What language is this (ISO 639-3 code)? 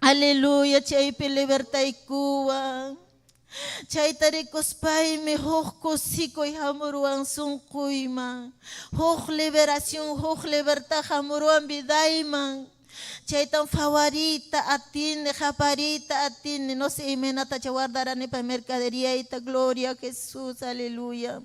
quy